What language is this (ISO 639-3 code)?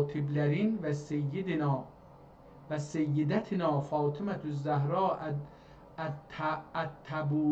azb